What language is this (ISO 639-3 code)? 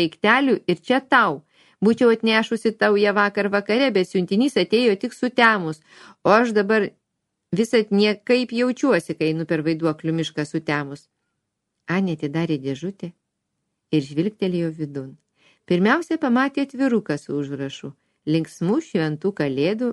lit